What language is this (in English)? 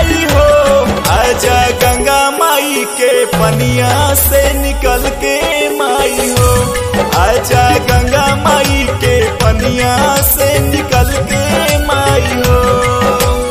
Bhojpuri